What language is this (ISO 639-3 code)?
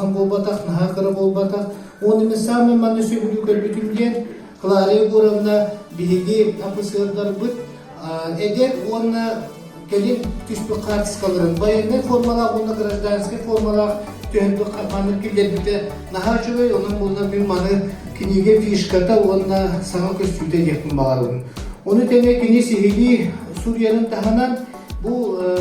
sah